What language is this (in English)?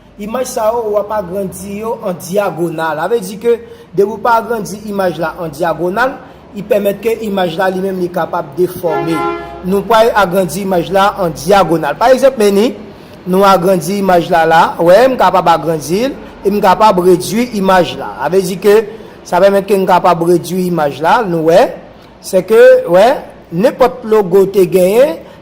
Haitian Creole